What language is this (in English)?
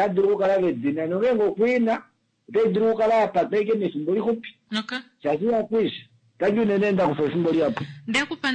Kuanyama